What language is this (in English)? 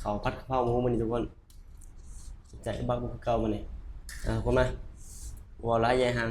Lao